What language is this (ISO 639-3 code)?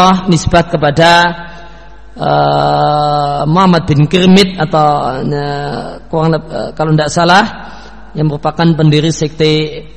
ind